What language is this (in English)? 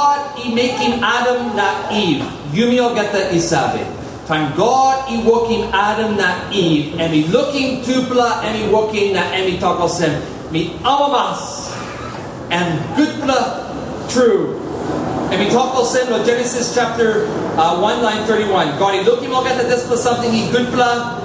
Tok Pisin